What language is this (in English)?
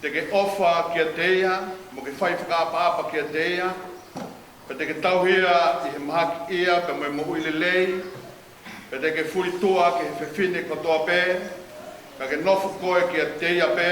Tongan